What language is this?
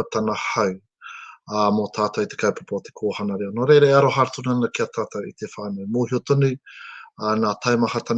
Māori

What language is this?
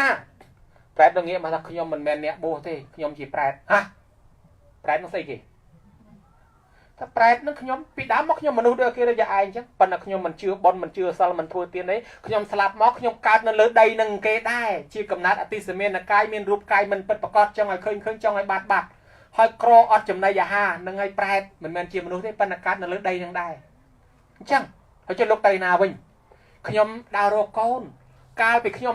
Khmer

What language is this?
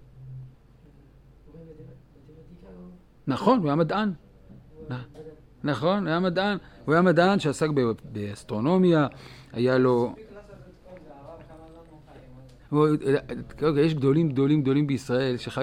Hebrew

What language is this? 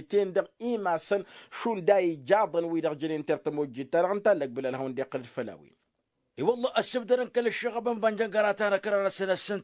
Tamasheq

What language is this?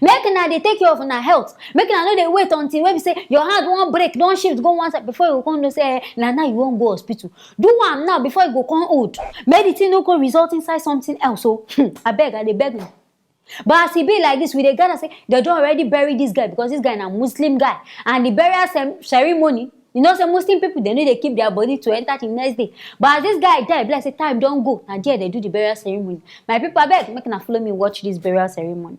Nigerian Pidgin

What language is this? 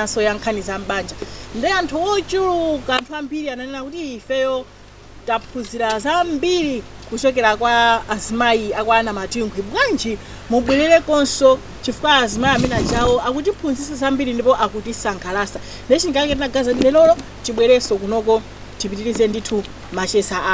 Nyanja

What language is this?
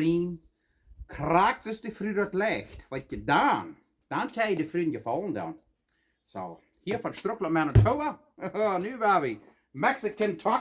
Plautdietsch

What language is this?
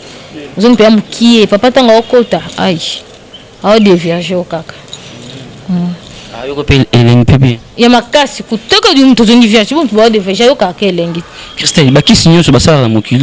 Lingala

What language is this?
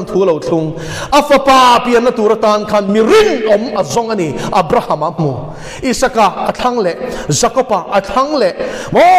Mizo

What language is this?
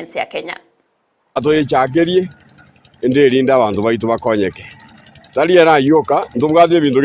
Gusii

